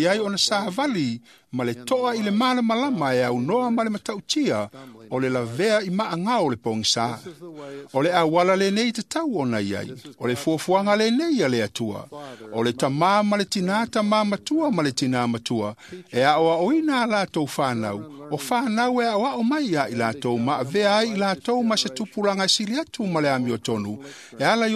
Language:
Samoan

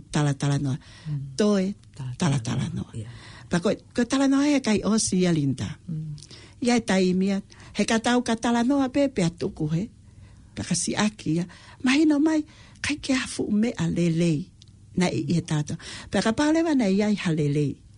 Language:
Tongan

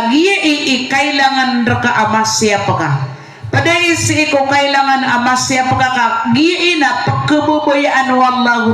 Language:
Maranao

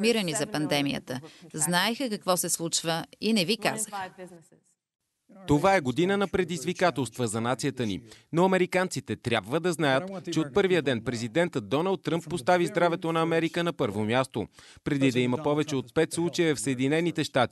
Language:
Bulgarian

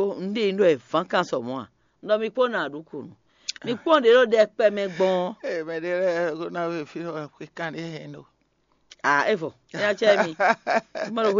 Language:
Fon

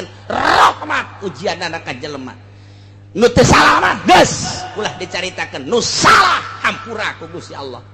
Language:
Sundanese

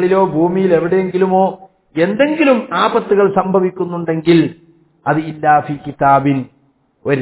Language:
Malayalam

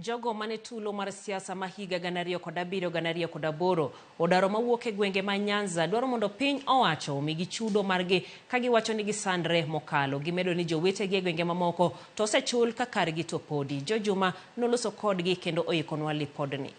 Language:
Luo (Kenya and Tanzania)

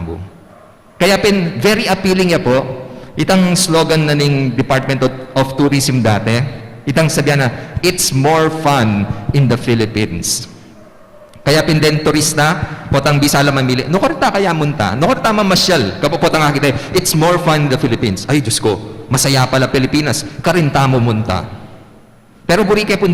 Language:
Pampanga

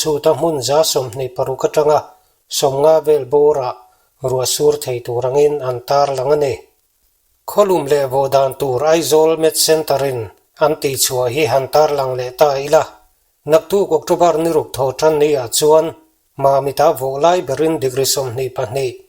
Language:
Mizo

